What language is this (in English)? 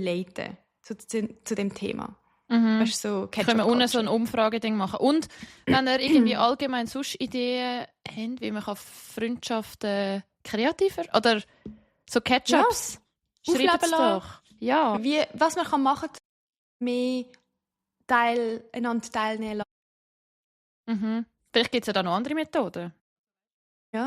Swiss German